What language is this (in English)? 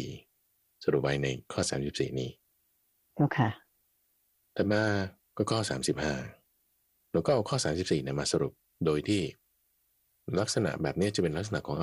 Thai